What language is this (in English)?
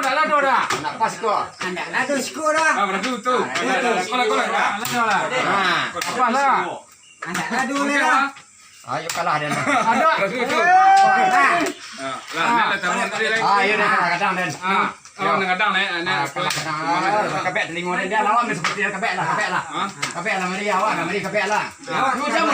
Minangkabau